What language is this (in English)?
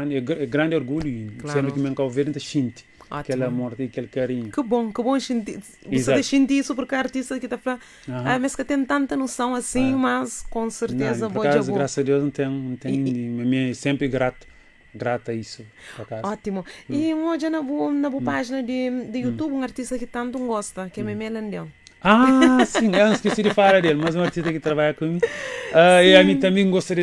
Kabuverdianu